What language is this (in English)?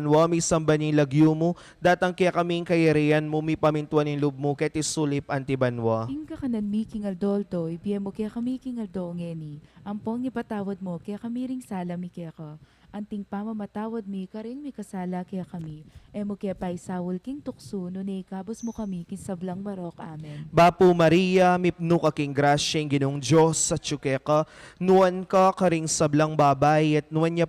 Pampanga